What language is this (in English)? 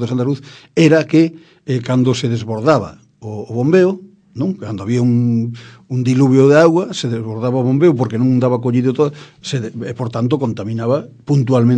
Galician